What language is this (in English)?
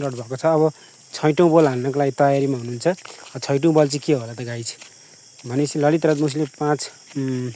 Nepali